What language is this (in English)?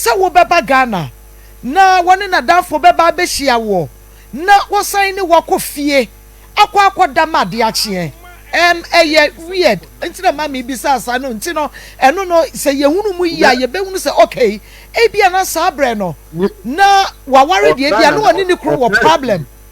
Akan